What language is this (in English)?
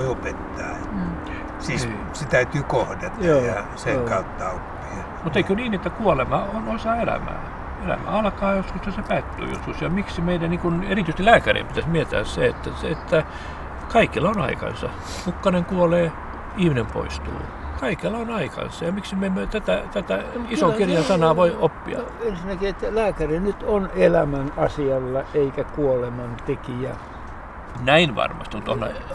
Finnish